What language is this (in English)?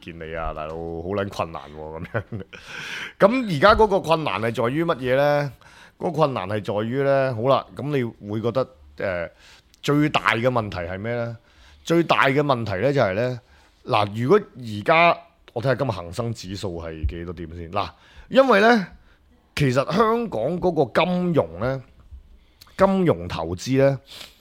Cantonese